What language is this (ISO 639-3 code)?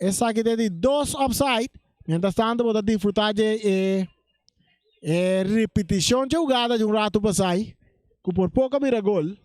pap